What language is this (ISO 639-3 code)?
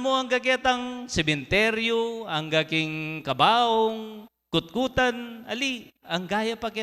pam